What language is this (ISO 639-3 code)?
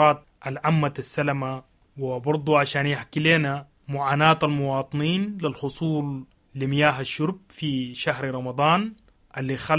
apd